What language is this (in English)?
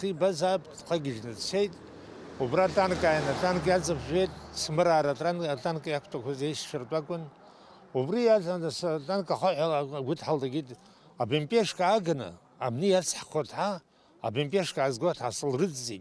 Abkhazian